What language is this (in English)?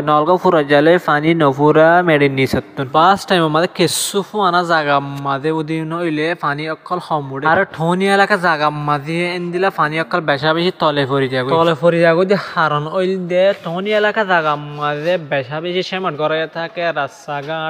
Rohingya